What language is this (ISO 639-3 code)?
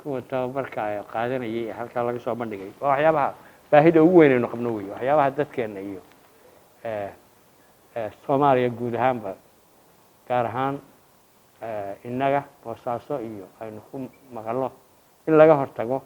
som